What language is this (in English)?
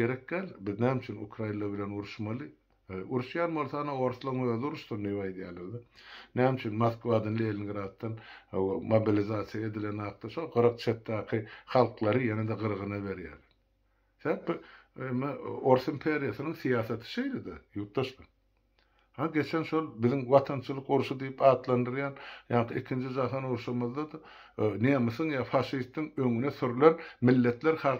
Turkmen